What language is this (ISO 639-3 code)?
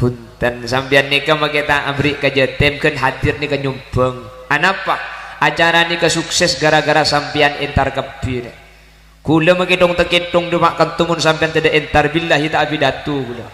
mad